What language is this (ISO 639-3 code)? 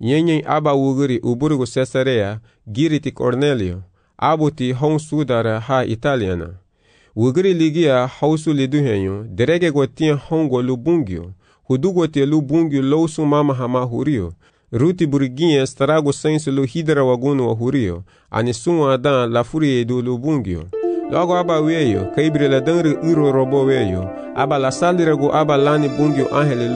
cab